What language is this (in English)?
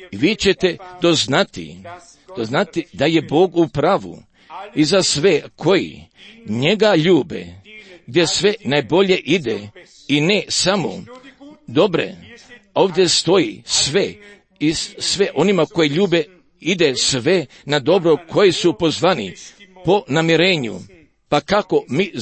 Croatian